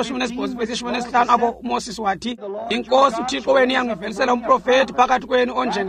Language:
Xhosa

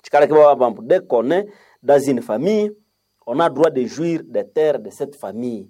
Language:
Nande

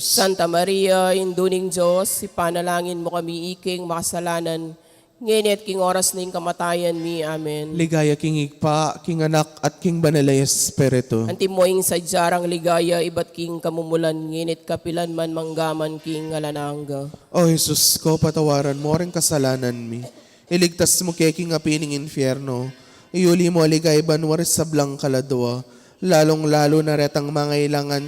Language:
Pampanga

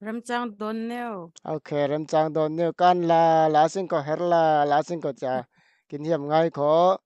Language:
Falam Chin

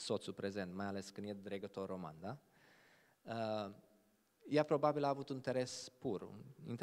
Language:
Romanian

